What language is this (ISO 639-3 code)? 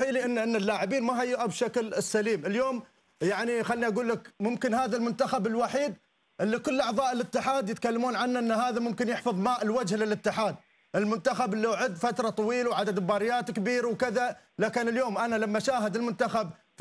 ara